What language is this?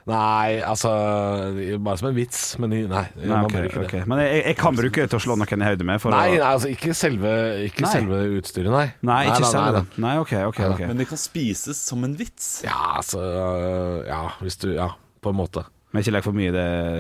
Norwegian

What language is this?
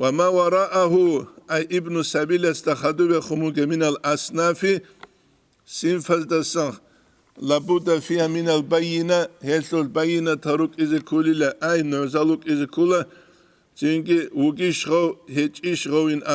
Avaric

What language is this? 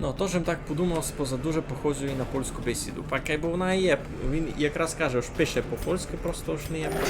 Rusyn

